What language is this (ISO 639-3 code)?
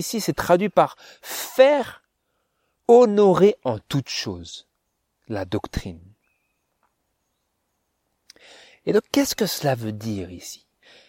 fra